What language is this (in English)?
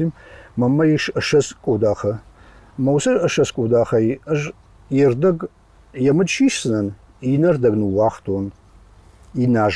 Ossetic